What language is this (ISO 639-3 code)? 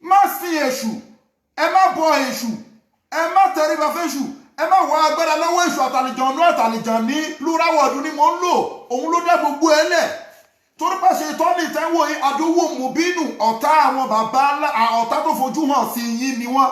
yor